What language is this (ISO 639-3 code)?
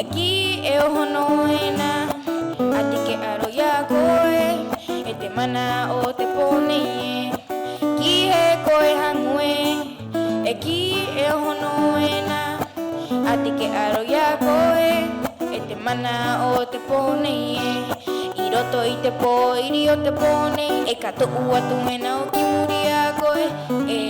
rap